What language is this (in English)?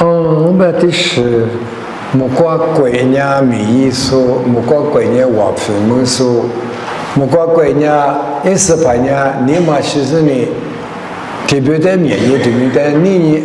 Lisu